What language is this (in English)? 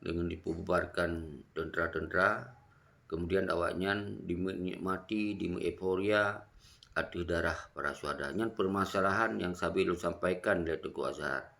Achinese